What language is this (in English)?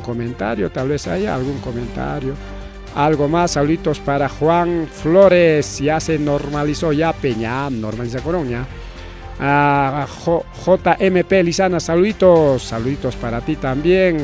Ayacucho Quechua